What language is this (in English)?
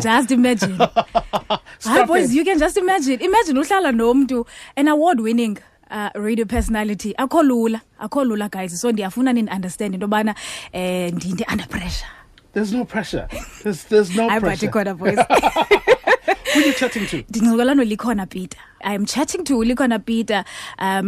Xhosa